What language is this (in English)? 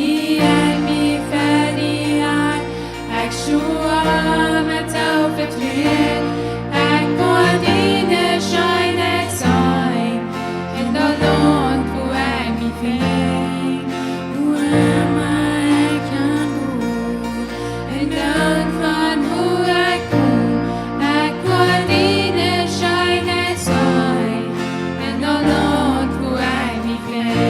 Plautdietsch